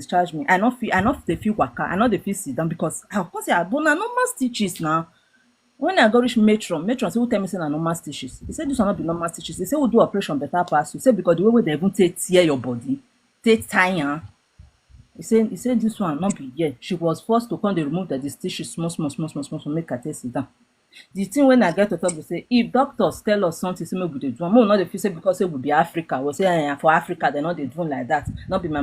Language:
Nigerian Pidgin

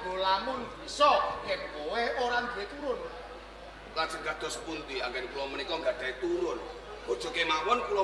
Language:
Javanese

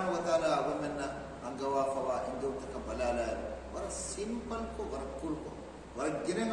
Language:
Divehi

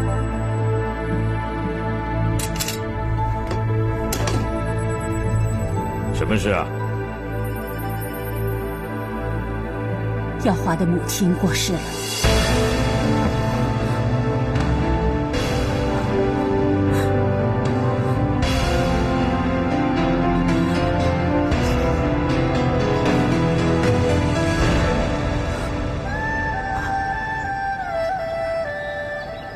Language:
Chinese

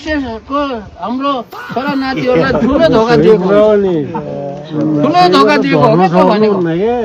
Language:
Nepali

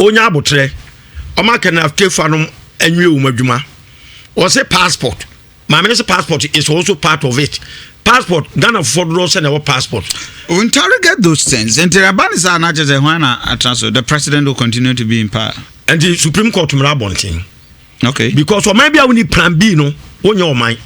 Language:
Akan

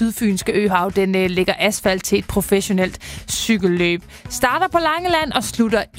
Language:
Danish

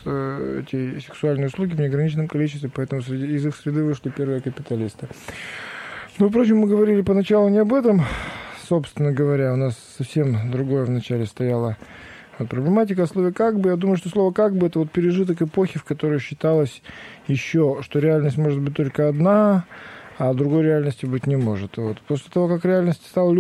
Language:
Russian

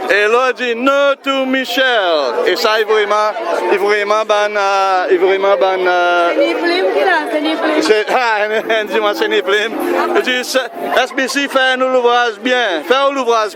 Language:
Seselwa Creole French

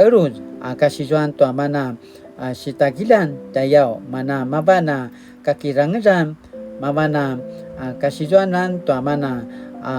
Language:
Paiwan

